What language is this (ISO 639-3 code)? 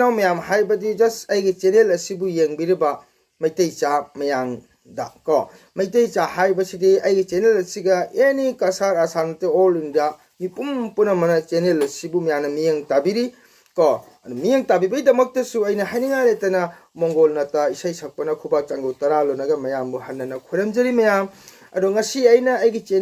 mni